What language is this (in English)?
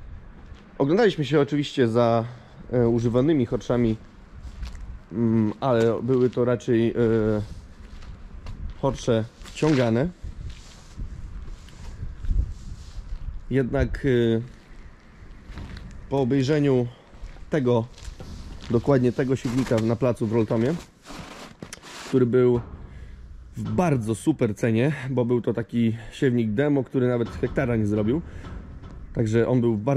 Polish